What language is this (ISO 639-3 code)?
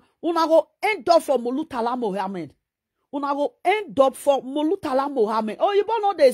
pcm